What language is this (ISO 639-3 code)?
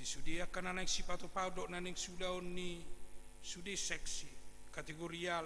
bbc